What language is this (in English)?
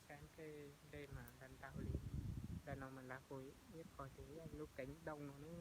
Hmong